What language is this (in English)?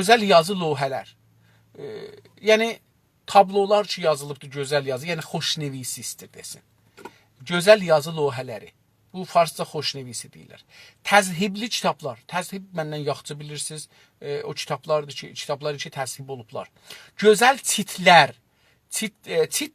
South Azerbaijani